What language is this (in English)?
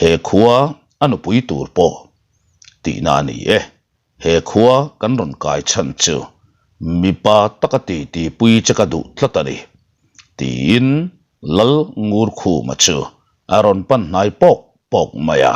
Mizo